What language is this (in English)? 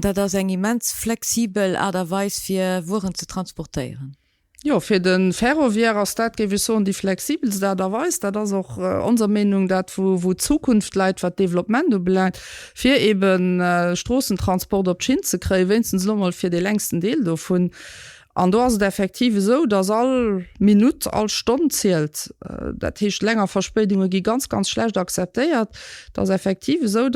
Luxembourgish